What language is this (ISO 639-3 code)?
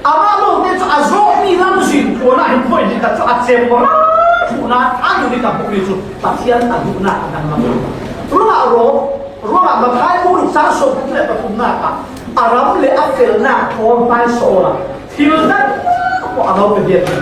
cfm